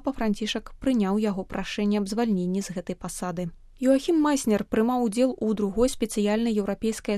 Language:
Belarusian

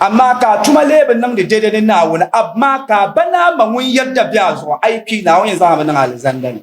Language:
Dagbani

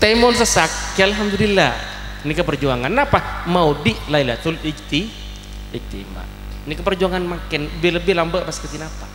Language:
Madurese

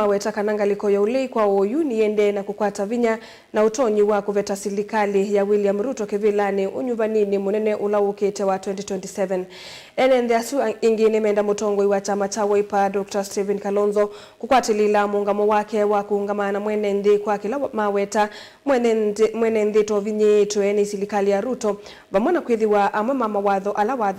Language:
Kamba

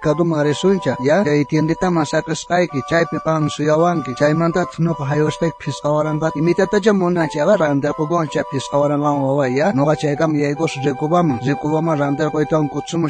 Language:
South Bolivian Quechua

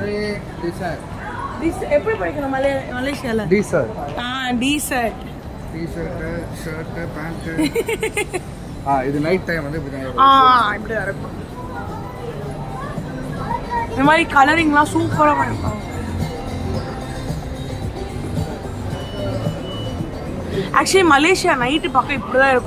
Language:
Tamil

